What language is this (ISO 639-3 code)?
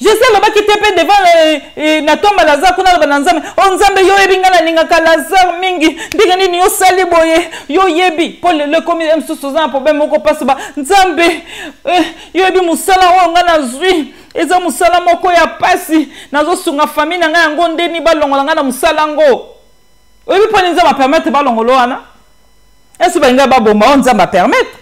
lin